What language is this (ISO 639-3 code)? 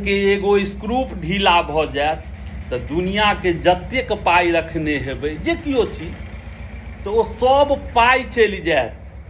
mai